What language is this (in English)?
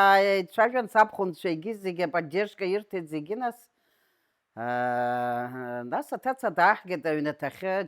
Abkhazian